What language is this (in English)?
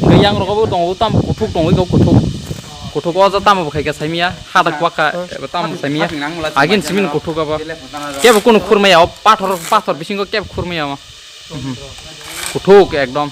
Kok Borok